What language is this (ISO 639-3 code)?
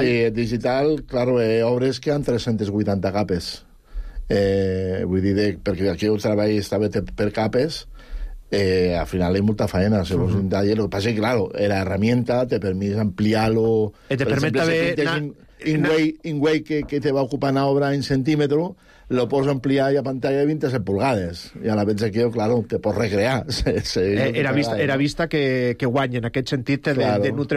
cat